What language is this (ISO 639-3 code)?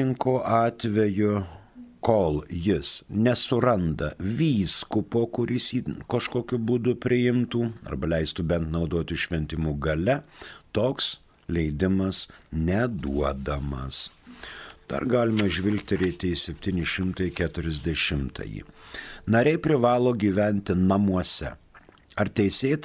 lit